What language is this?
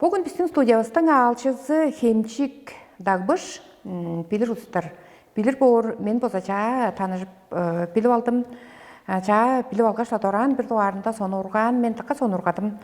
Tuvinian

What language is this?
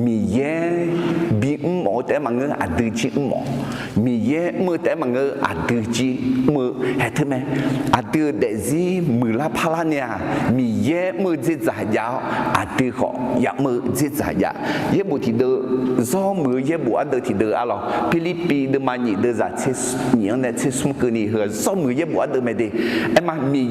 Akha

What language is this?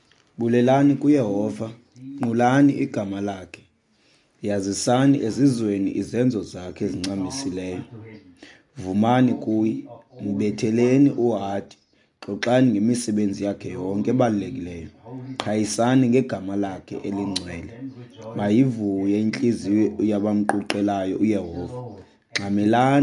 Xhosa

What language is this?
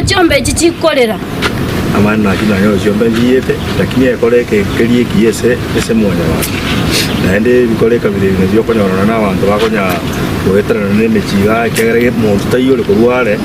Gusii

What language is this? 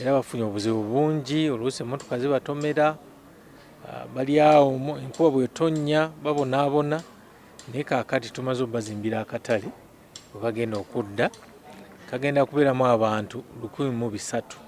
Ganda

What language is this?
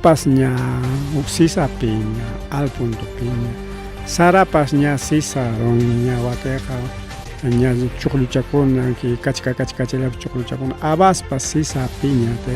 Ayacucho Quechua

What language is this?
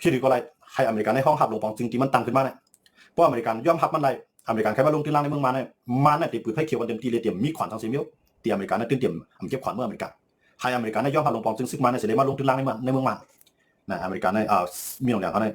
Shan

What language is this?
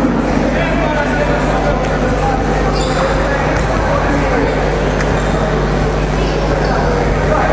Italian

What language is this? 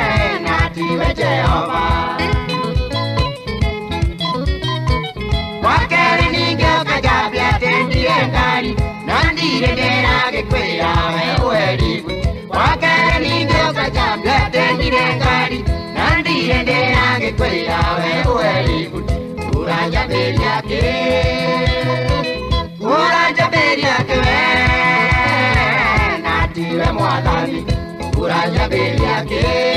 Kikuyu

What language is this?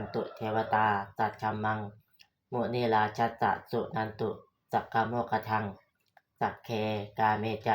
Pali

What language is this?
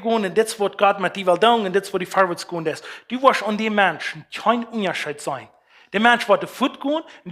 Plautdietsch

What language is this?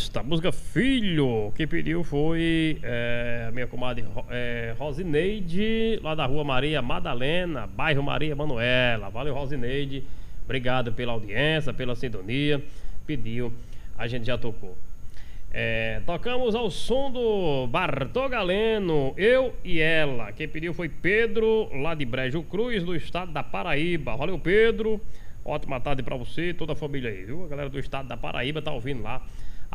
Portuguese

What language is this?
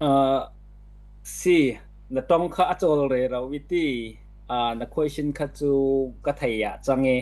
Falam Chin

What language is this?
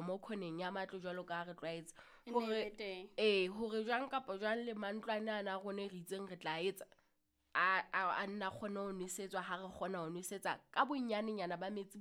Southern Sotho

